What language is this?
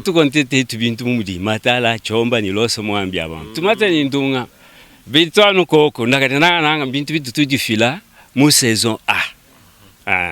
Luba-Lulua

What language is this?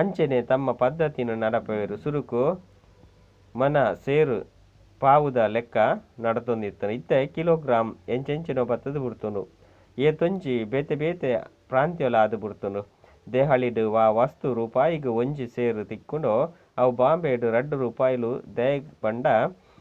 Tulu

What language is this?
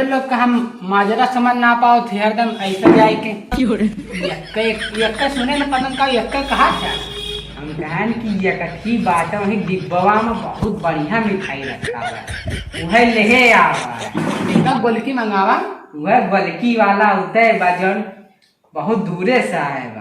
Awadhi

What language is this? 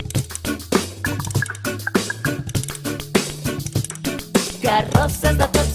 Catalan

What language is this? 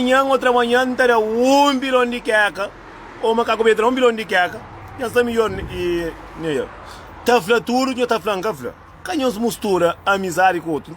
Kabuverdianu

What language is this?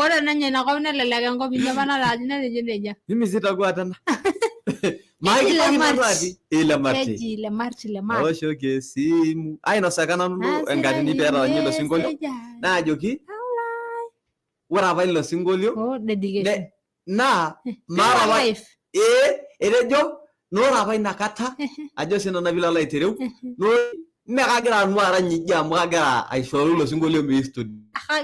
Masai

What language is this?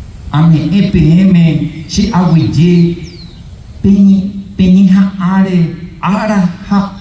Guarani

